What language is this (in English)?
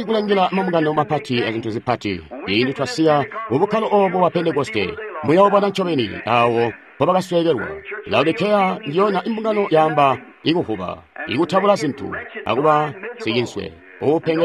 Tonga (Zambia)